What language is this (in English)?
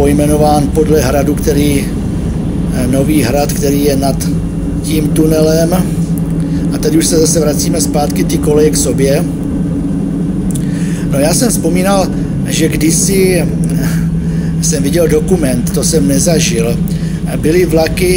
Czech